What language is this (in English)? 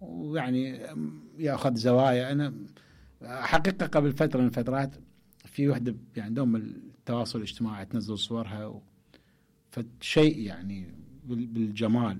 Mesopotamian Arabic